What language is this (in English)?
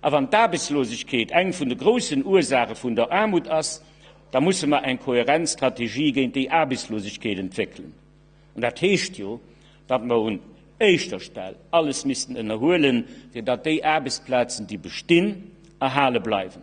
Luxembourgish